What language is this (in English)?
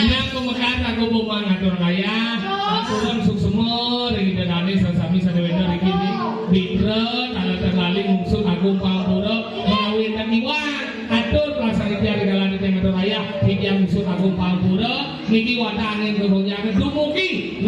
Balinese